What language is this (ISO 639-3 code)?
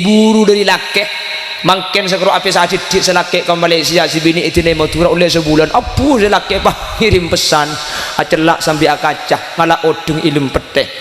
mad